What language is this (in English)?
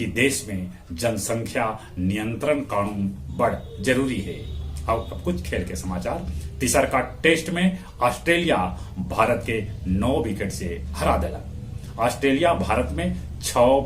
Magahi